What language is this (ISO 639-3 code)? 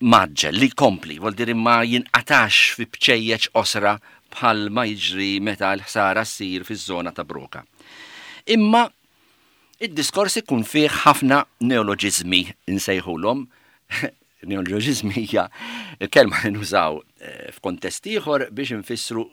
mlt